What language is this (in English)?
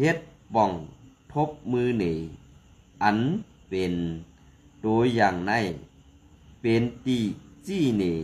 Shan